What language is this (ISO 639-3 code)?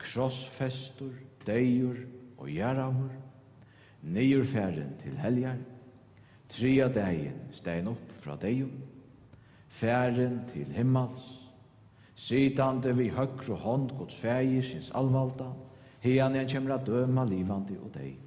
fao